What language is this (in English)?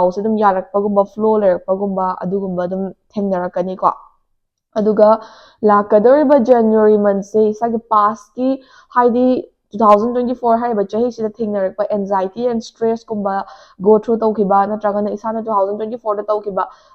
Manipuri